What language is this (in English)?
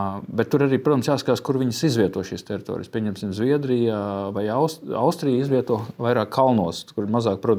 Latvian